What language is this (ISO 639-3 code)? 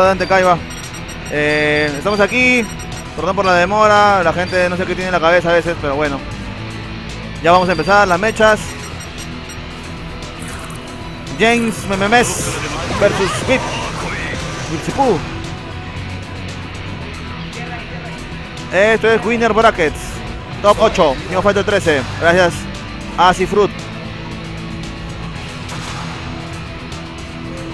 spa